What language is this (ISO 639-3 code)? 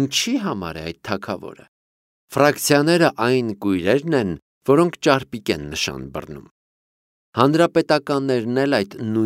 hye